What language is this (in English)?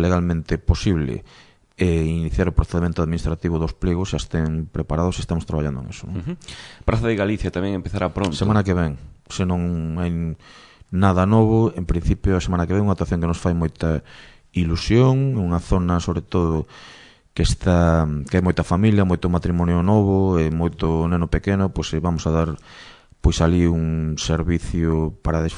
Galician